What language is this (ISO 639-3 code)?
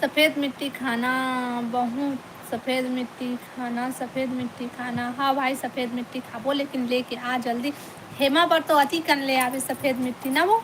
hne